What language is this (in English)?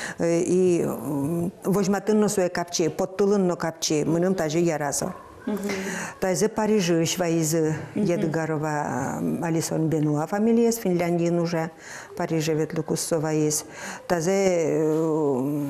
Udmurt